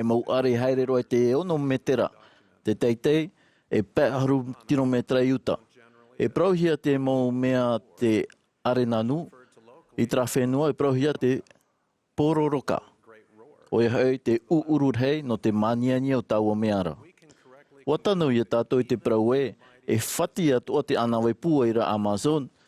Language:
Tahitian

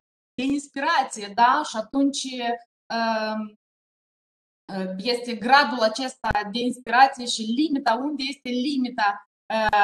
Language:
Romanian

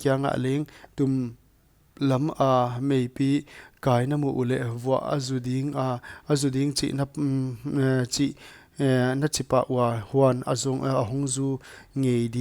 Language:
Paite Chin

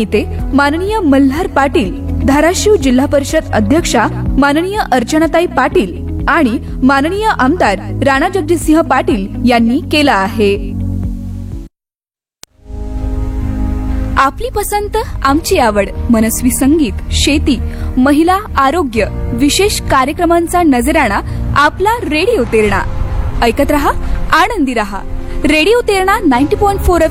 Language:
Marathi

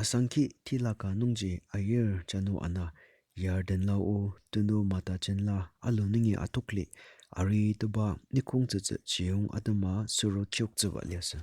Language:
Ao Naga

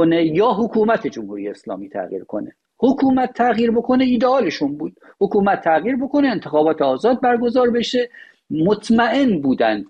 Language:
Persian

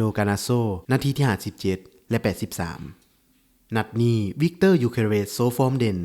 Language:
Lao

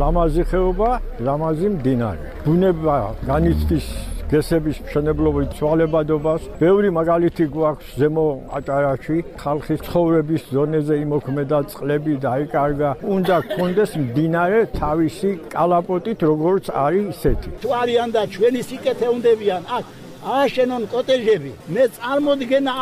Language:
Georgian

